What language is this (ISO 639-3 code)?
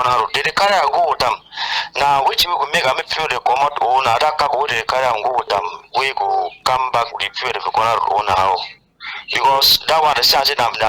wes